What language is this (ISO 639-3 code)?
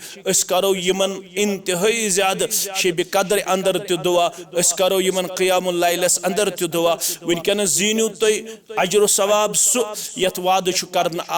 kas